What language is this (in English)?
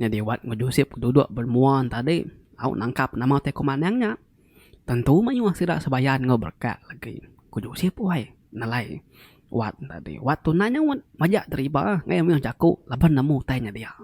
Iban